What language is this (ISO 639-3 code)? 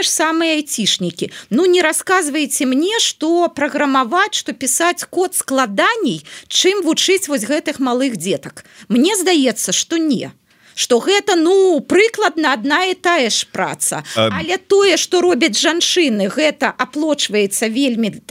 bel